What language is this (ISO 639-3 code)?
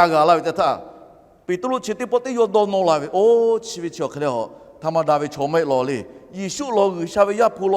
lhu